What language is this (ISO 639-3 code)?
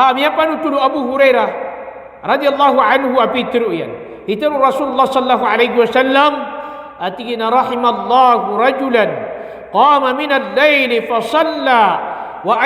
mrw